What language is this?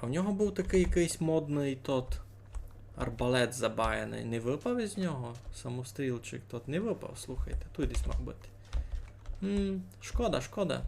Rusyn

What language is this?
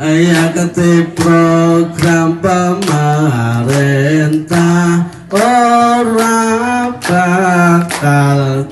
Javanese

